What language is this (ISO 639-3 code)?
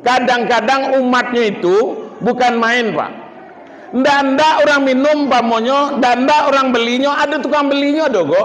min